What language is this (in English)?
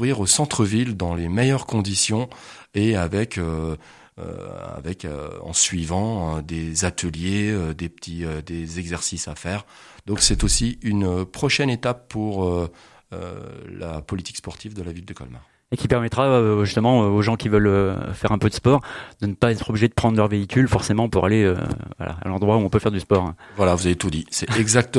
French